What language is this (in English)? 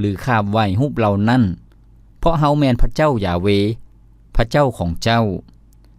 Lao